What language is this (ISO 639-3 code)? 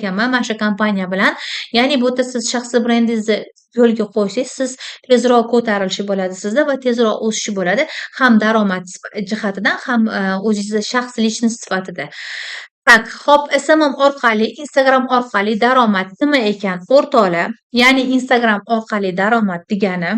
uzb